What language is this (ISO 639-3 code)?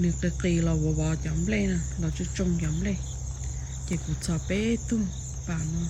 hmn